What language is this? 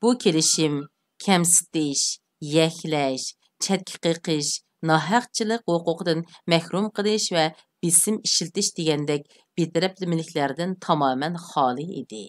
Uyghur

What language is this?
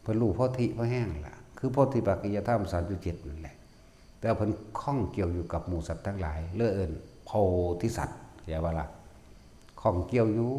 Northeastern Thai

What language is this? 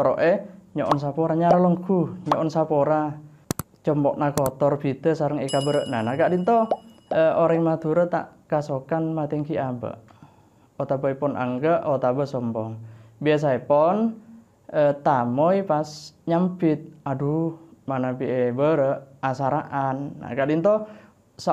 Madurese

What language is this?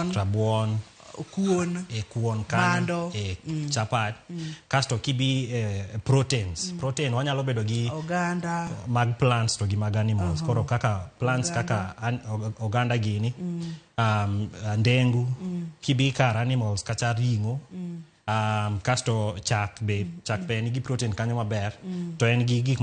Luo (Kenya and Tanzania)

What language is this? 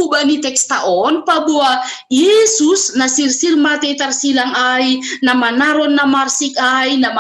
Batak Simalungun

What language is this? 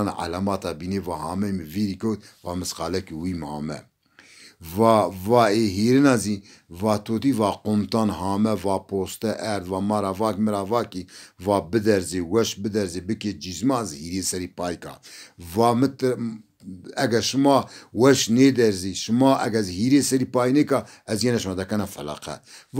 Zaza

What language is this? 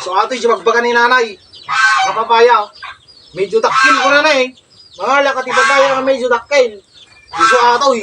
Iloko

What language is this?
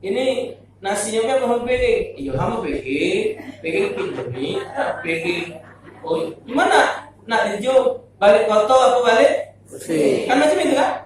Musi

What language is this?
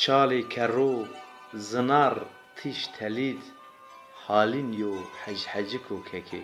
Zaza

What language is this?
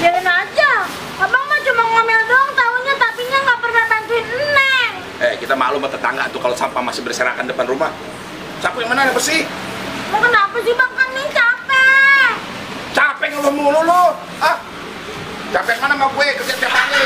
Betawi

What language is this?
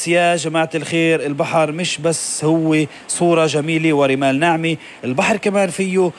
North Levantine Arabic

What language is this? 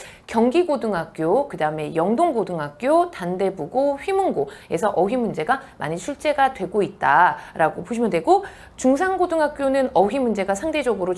Korean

